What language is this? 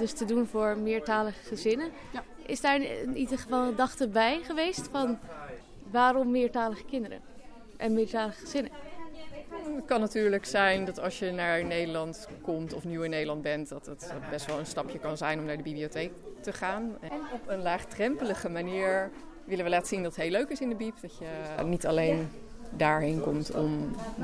Dutch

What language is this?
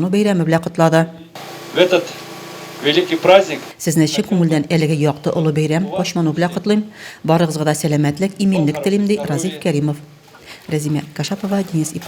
Tatar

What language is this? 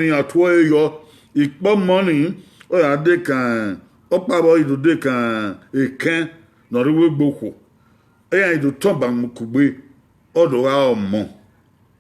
Bini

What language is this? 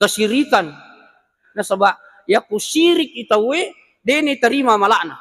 Buginese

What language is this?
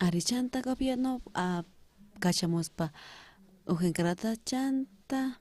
South Bolivian Quechua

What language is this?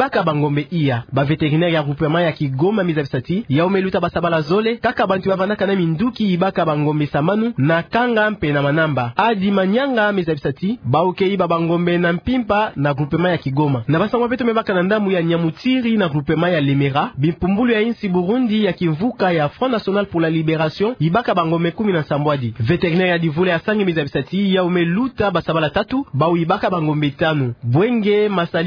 Kituba (Democratic Republic of Congo)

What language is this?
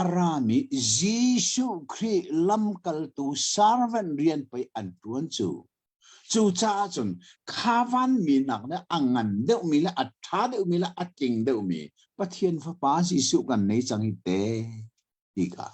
Hakha Chin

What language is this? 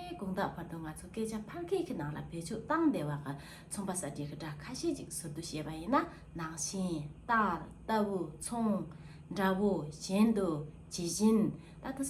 Tibetan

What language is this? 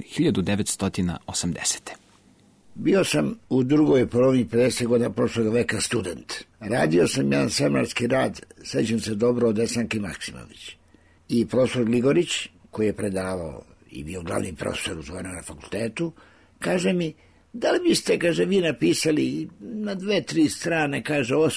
Serbian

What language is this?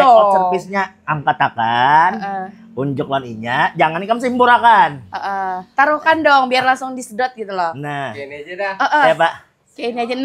Banjar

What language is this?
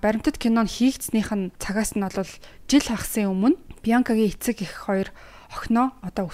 Mongolian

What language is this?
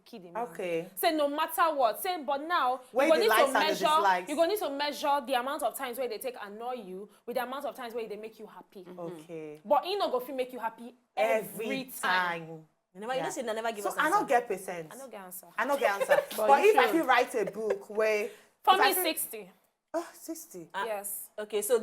Nigerian Pidgin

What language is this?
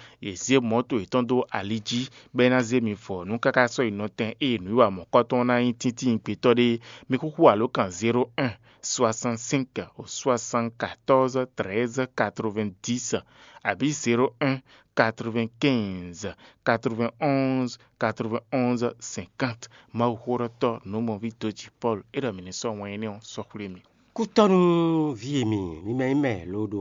Fon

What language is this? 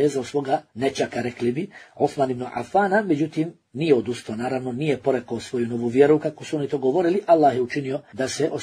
Bosnian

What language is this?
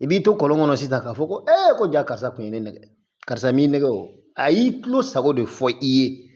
Bambara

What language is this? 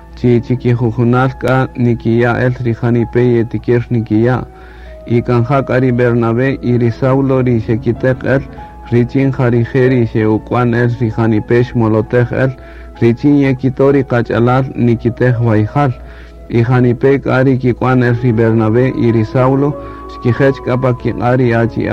Kaqchikel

